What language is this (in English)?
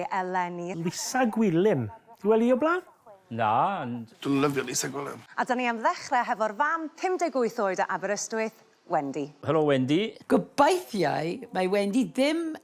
Welsh